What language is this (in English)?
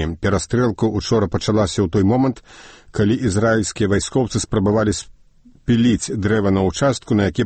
Belarusian